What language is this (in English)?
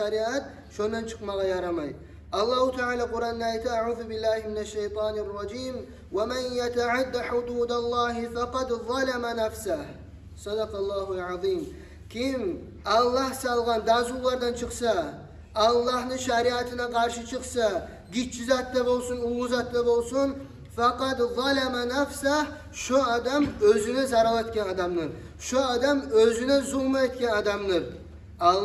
Kumyk